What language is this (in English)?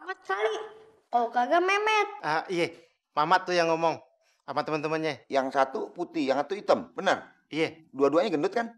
Betawi